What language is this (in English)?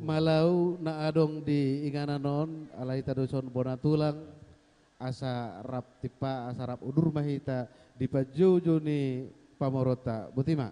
Batak Toba